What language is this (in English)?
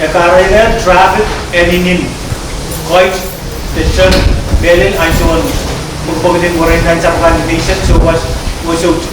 Pohnpeian